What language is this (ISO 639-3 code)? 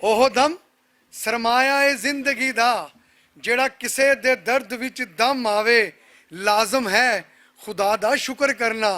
lah